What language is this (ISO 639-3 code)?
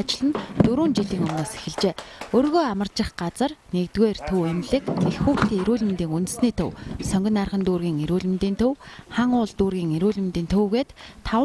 mon